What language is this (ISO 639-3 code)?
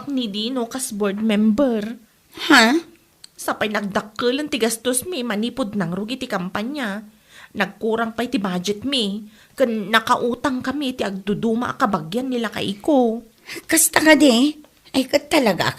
ilo